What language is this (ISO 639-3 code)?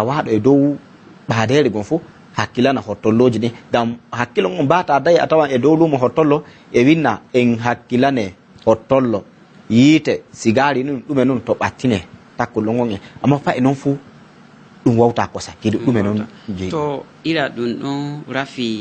ful